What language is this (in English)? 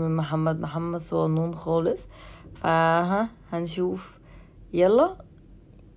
Egyptian Arabic